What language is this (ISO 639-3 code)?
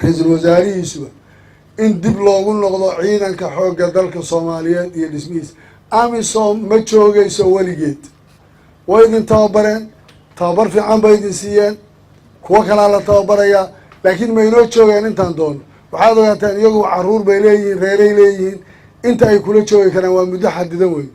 som